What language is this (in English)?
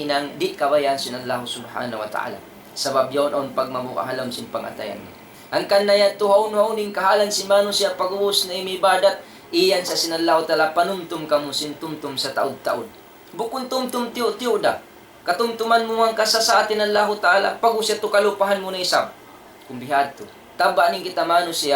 Tausug